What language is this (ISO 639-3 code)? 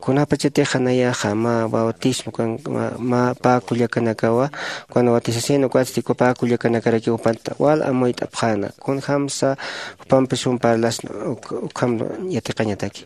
aym